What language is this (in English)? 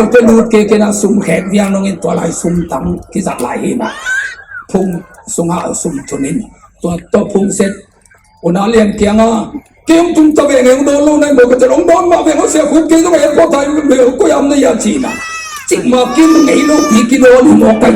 Tedim Chin